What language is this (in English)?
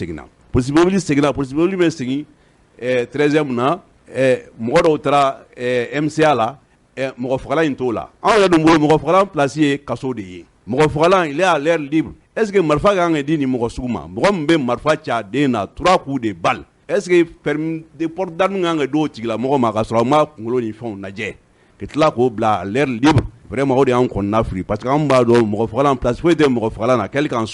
Bambara